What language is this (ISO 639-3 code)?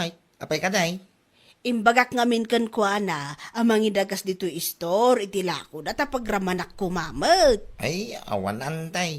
ilo